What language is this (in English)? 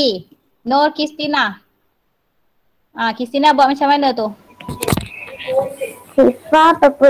Malay